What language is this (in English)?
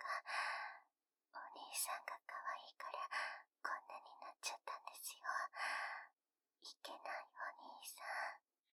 Japanese